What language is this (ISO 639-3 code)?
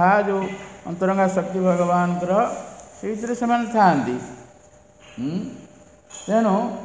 ori